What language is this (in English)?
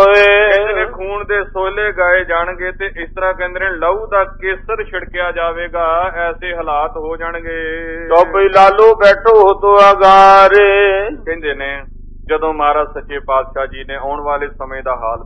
Punjabi